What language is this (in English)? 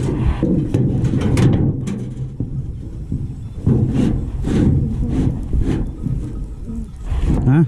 Northeastern Thai